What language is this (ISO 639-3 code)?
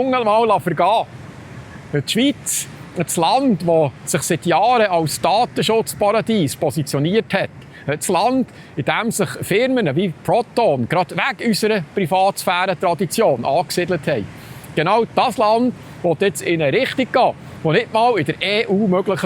gsw